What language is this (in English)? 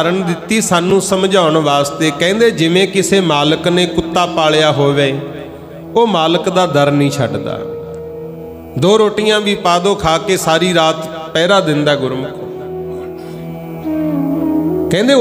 Punjabi